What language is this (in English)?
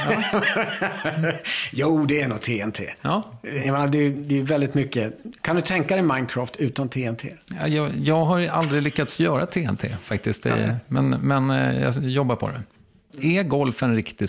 Swedish